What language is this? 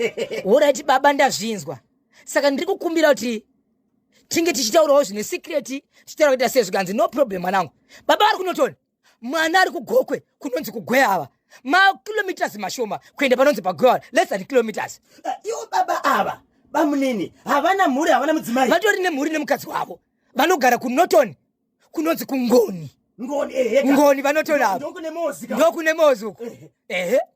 Shona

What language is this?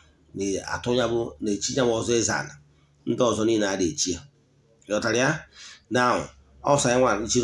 Igbo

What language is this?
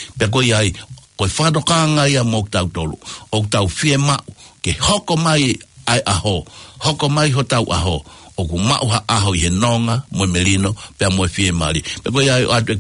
Tongan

